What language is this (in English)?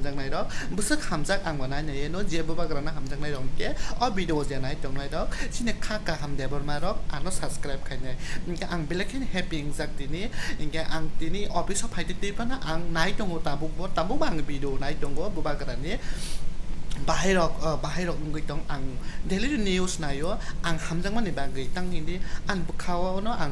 Kok Borok